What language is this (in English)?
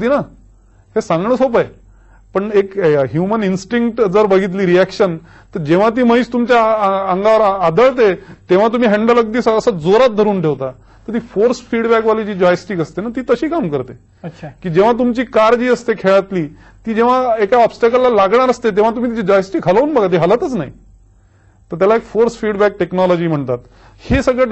Marathi